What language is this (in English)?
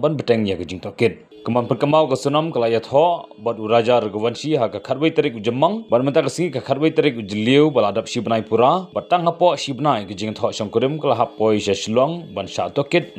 Khasi